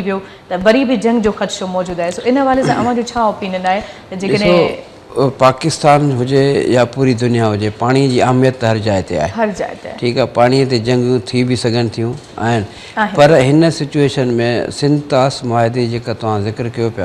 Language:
Sindhi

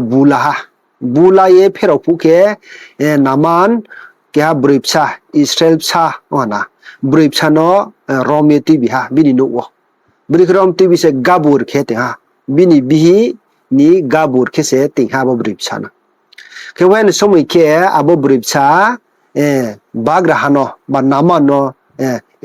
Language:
Riang (India)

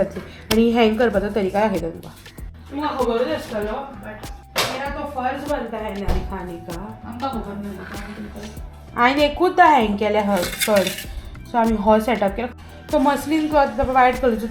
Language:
Konkani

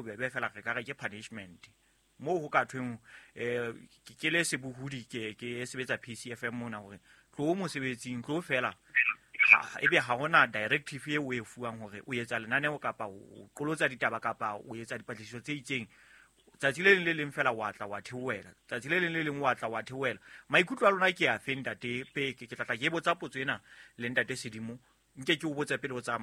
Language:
Southern Sotho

